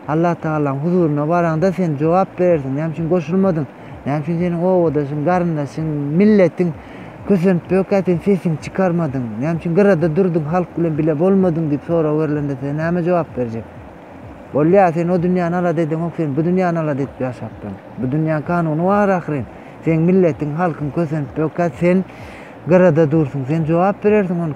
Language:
Turkmen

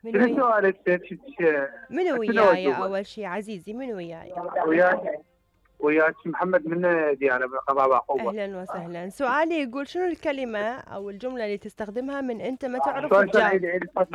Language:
Mesopotamian Arabic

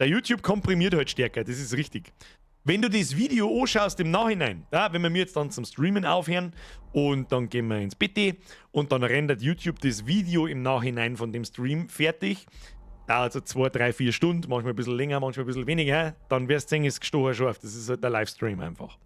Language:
Bavarian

